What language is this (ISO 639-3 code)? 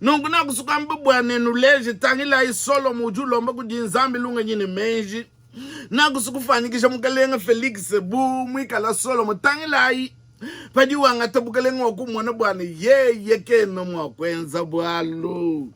lua